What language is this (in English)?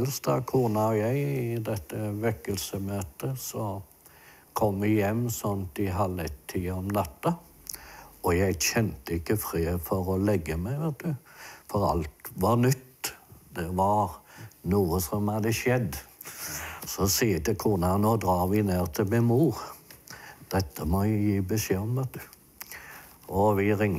Norwegian